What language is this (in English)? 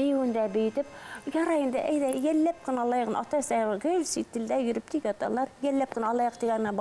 Bashkir